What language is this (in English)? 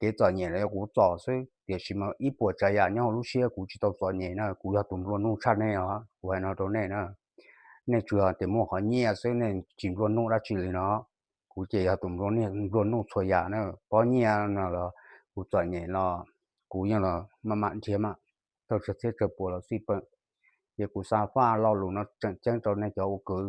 Hmong